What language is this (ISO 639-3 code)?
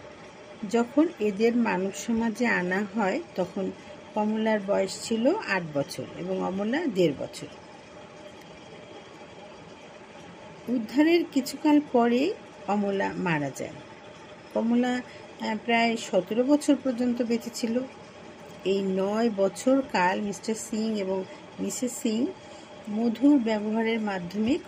ben